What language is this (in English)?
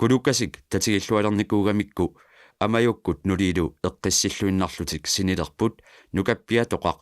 Kalaallisut